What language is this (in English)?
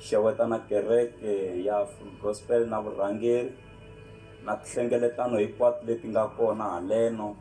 Tsonga